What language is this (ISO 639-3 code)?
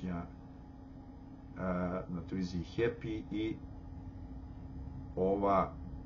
srp